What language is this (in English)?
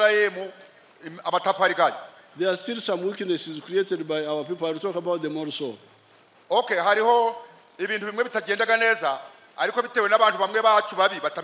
Nyankole